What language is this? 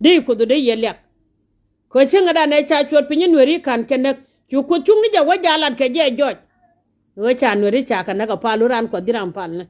Nuer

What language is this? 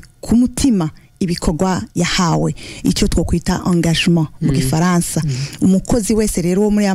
Rundi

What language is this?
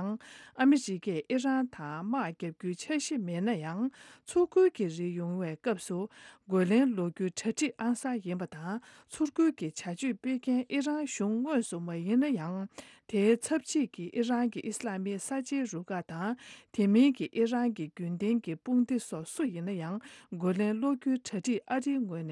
Tibetan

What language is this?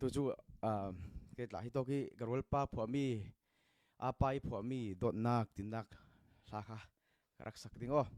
Falam Chin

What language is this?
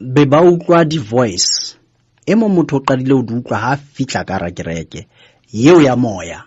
Southern Sotho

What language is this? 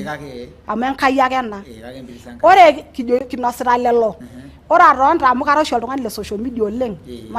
Masai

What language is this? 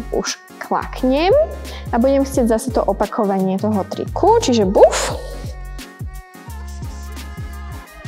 Slovak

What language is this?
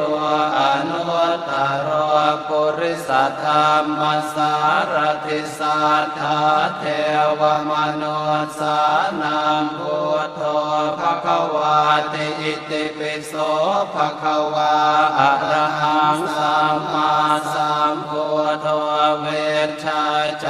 Pali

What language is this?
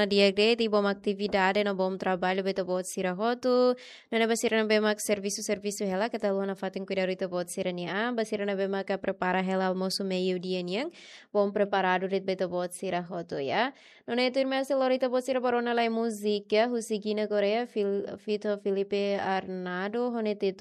Tetum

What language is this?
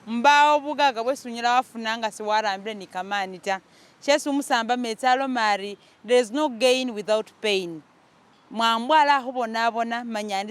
Masaaba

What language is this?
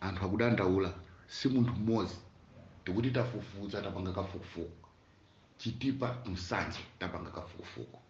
Nyanja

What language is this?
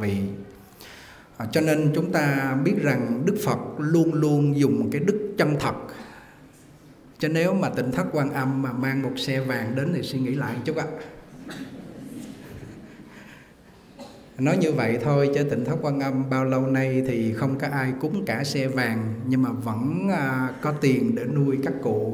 Vietnamese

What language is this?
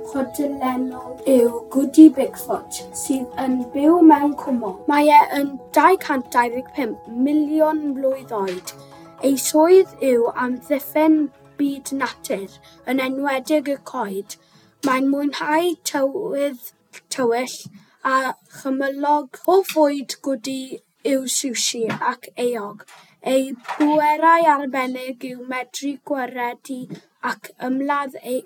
Welsh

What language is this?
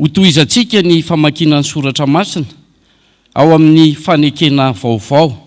Malagasy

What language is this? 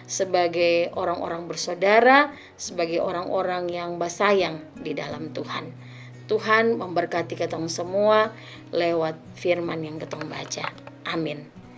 Kupang Malay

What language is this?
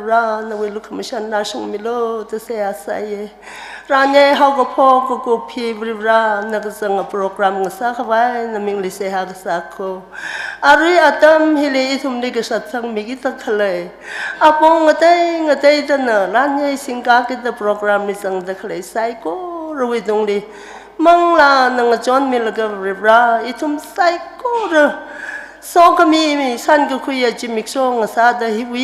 Tangkhul Naga (India)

